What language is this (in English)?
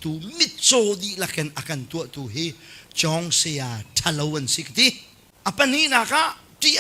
Hakha Chin